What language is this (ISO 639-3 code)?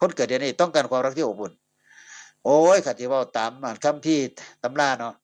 tts